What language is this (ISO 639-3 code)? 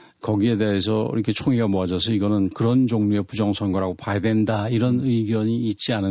kor